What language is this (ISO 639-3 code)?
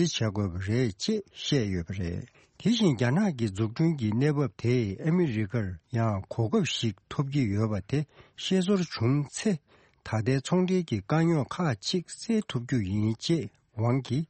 bod